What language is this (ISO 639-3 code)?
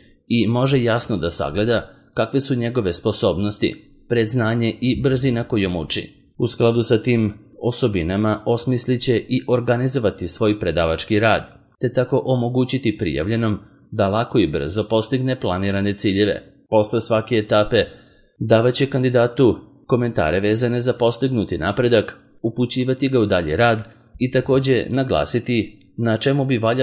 srp